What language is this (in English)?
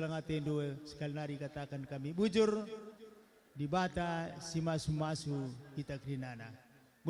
Batak Karo